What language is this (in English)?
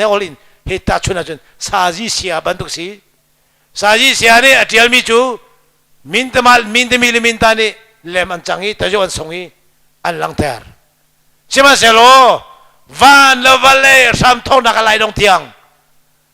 Hakha Chin